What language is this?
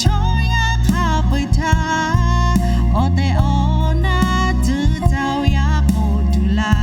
Lahu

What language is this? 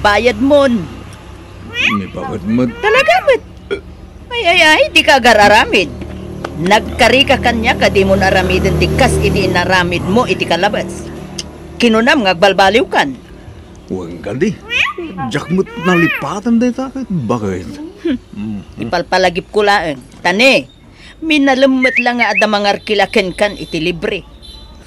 Iloko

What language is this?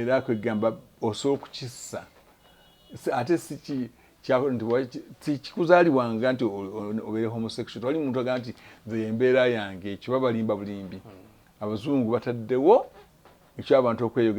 Ganda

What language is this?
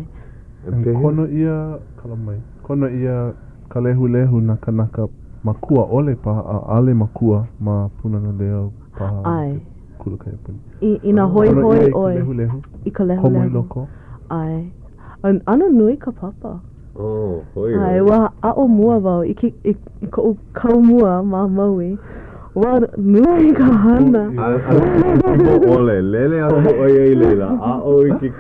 Hawaiian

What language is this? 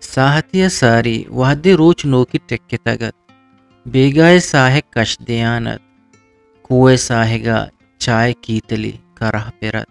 Eastern Balochi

